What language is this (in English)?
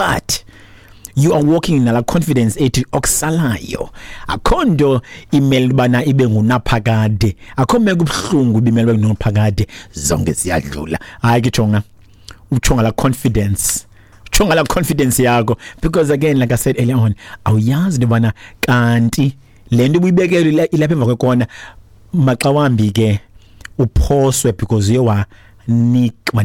Xhosa